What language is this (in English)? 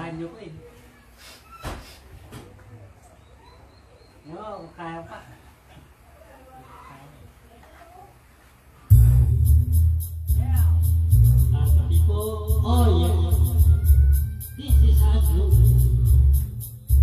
Filipino